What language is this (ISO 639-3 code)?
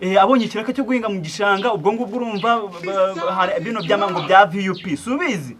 kin